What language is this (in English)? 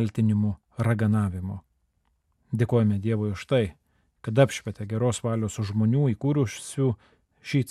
Lithuanian